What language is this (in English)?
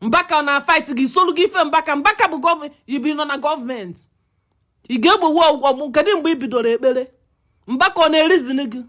Igbo